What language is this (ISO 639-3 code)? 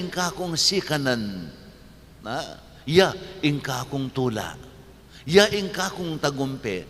pam